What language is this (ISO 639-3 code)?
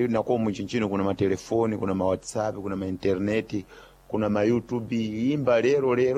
seh